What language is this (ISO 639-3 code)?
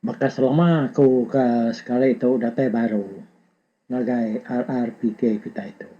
iba